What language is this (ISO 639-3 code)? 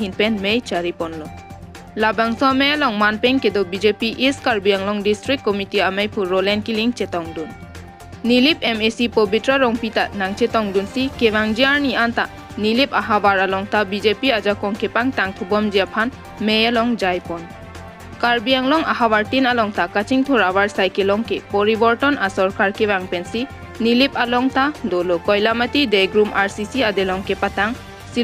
mjw